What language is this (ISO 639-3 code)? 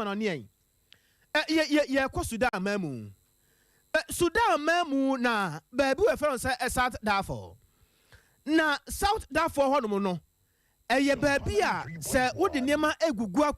aka